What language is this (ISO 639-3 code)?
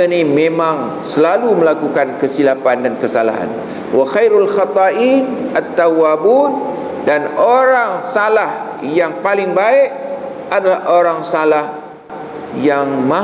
msa